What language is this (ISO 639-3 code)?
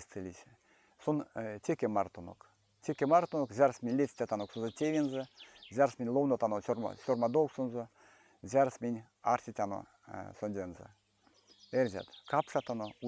myv